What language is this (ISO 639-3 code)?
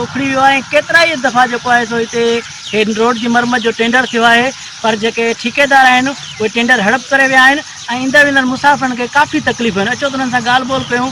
snd